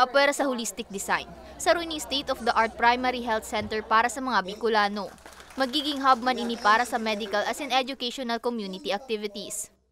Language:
Bikol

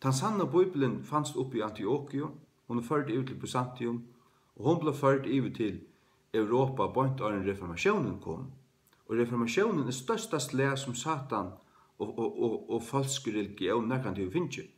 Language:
Faroese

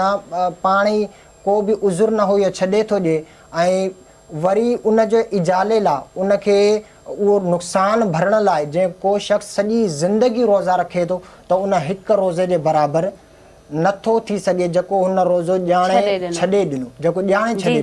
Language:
Sindhi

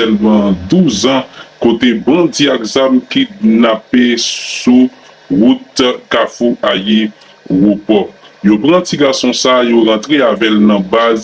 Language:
Haitian Creole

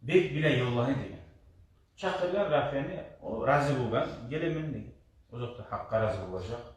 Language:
Kumyk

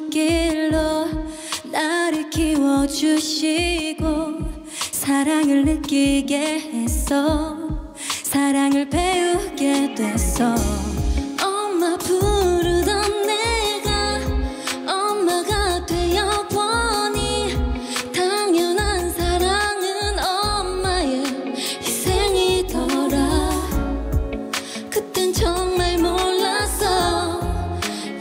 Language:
Korean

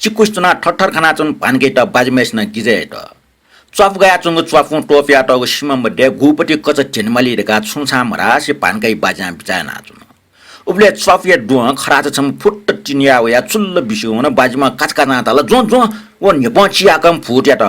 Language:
Newari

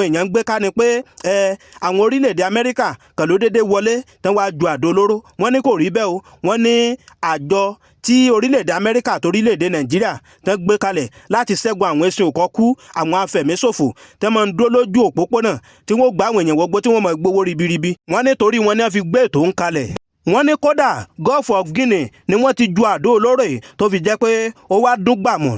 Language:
Yoruba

